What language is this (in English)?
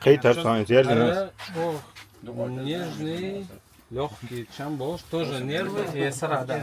Chechen